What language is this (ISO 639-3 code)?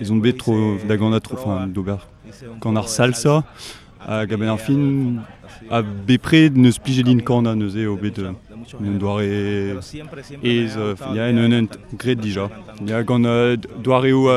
bre